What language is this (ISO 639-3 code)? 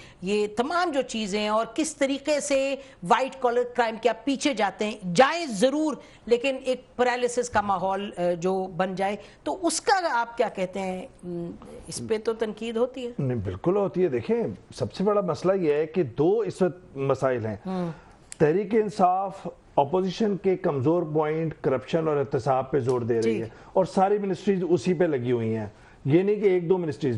urd